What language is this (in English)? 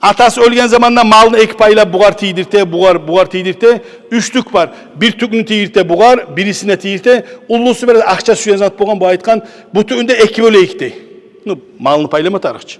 Kumyk